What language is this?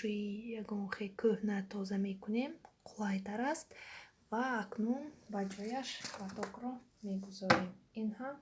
Tajik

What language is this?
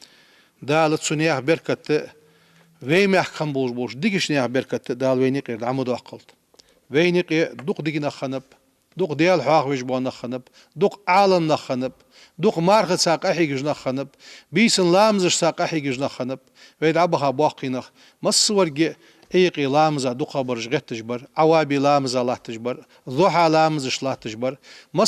Ingush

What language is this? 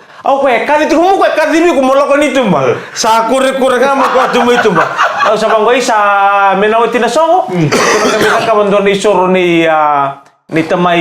Fijian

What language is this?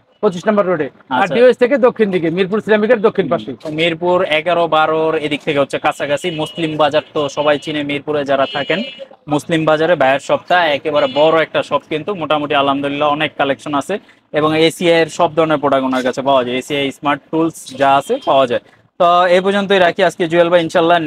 Bangla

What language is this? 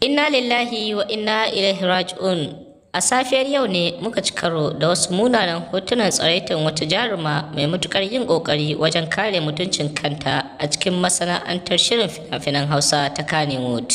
Hausa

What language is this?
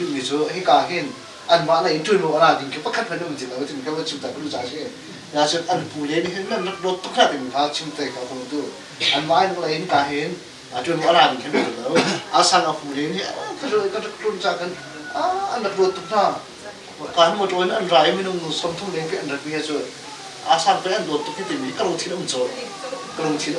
Hakha Chin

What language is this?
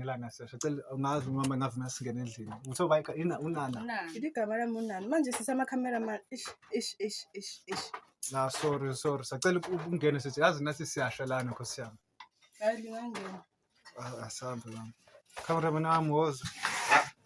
Zulu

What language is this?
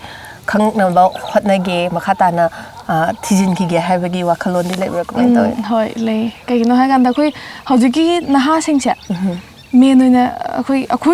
Manipuri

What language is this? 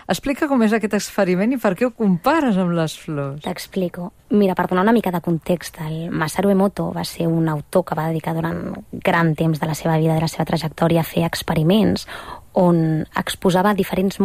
Catalan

